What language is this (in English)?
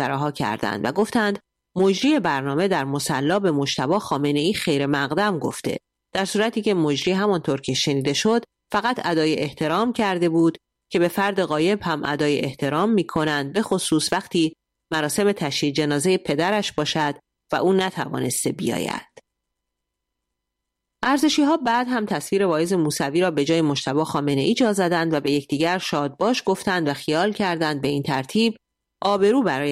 Persian